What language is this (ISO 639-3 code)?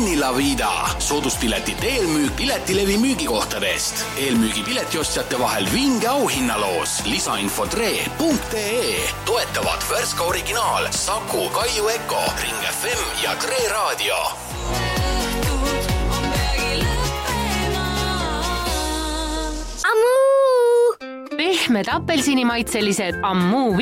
est